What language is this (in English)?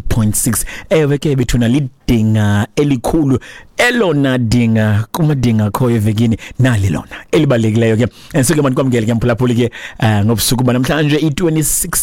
Xhosa